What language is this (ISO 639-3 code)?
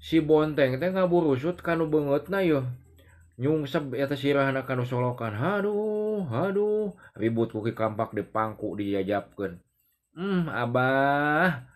sun